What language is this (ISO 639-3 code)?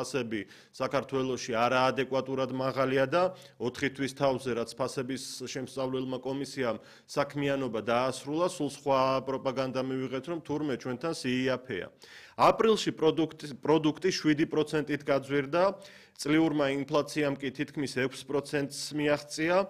kat